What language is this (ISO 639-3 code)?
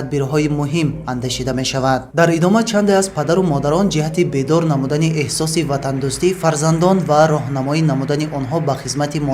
tgk